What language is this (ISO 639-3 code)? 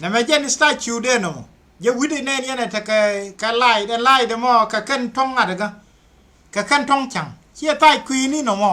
nus